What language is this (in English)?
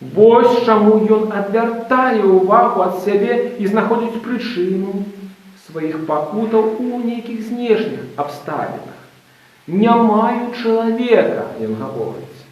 Belarusian